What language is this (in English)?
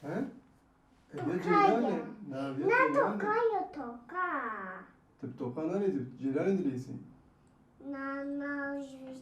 Kurdish